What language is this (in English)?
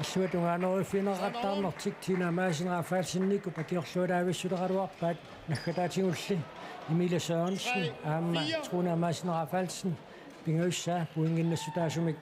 Kalaallisut